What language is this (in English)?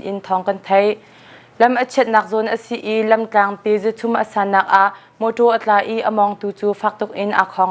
Hakha Chin